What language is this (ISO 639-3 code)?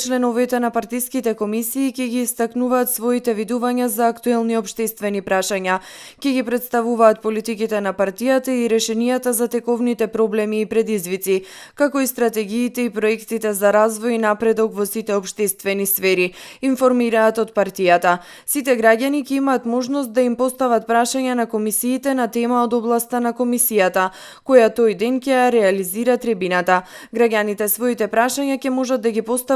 mkd